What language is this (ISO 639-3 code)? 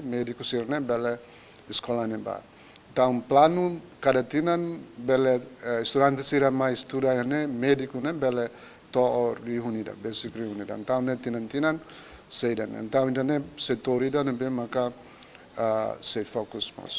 tet